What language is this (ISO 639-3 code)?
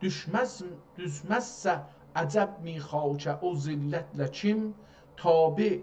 azb